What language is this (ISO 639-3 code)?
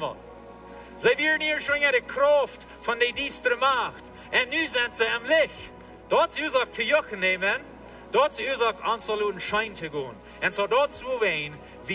pdt